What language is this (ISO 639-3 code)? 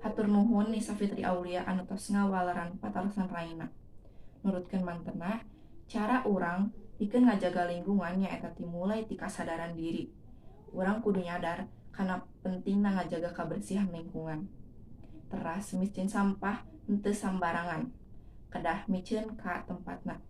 sun